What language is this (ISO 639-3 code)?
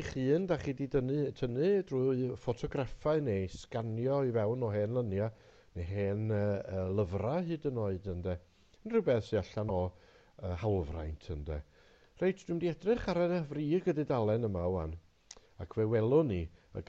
cym